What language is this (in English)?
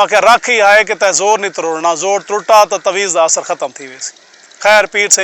Saraiki